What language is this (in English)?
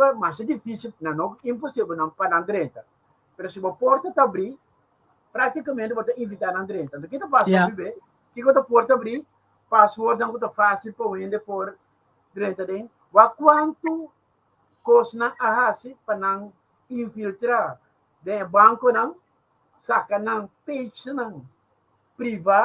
Papiamento